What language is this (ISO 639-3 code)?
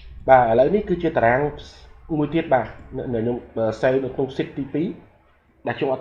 khm